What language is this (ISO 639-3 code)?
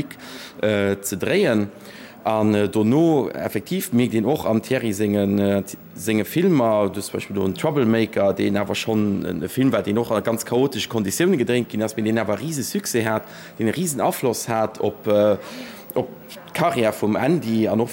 ltz